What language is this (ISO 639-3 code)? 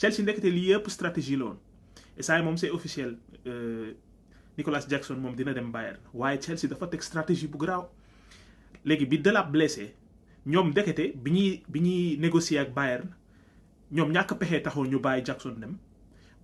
wol